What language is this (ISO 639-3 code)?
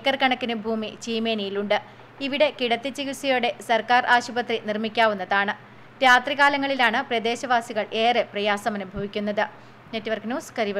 mal